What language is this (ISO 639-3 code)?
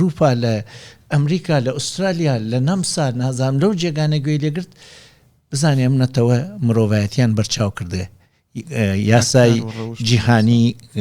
ckb